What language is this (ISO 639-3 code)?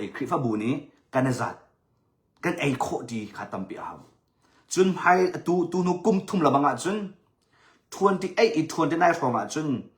cnh